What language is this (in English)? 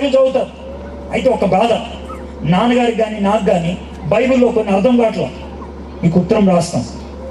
Telugu